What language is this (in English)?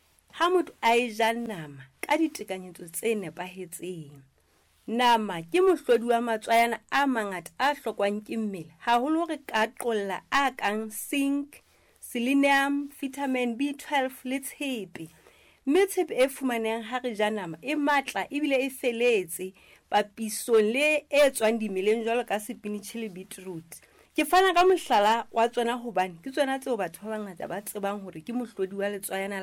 Southern Sotho